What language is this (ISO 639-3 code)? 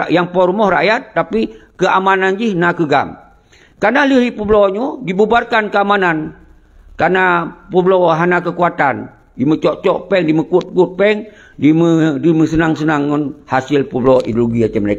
ace